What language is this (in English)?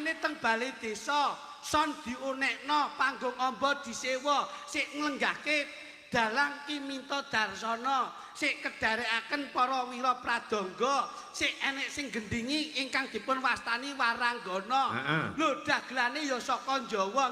Javanese